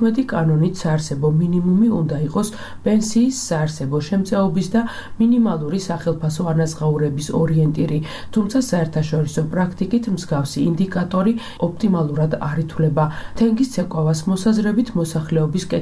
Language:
Georgian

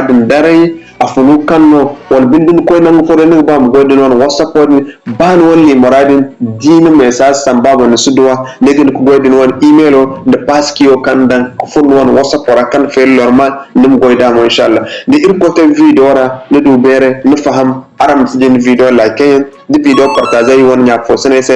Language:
Zarma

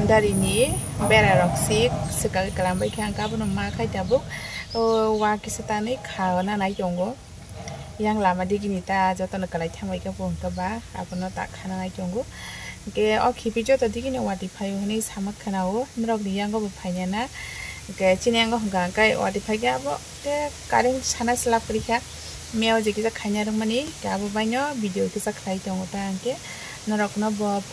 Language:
Kok Borok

